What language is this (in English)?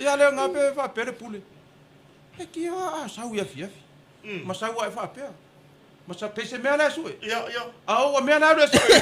Samoan